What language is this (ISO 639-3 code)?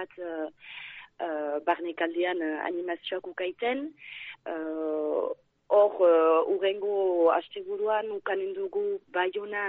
eus